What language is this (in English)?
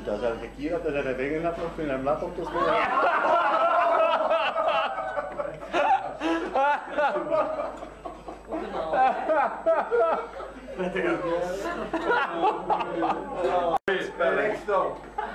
Dutch